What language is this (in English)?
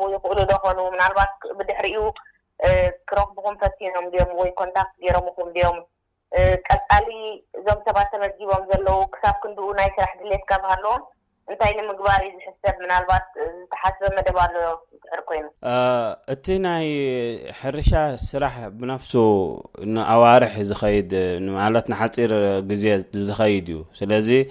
Tigrinya